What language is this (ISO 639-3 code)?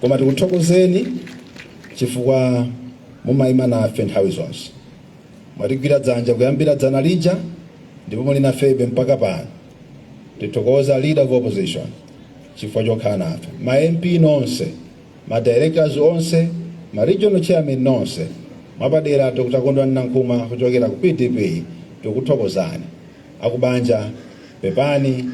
nya